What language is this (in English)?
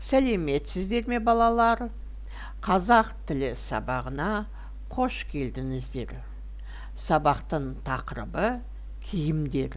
Kazakh